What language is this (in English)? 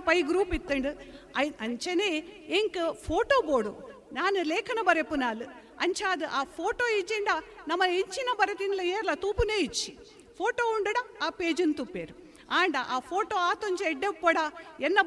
Tulu